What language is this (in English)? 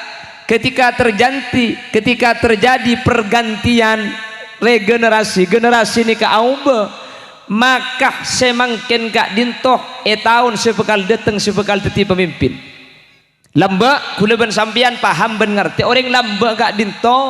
Madurese